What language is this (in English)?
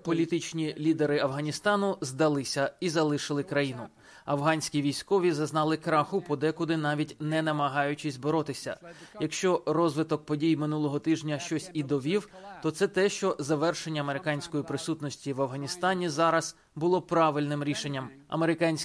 Ukrainian